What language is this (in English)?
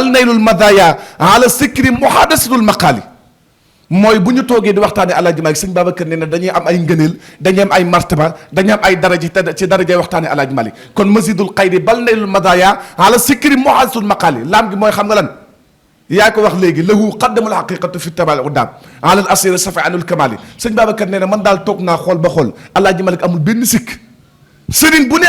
Wolof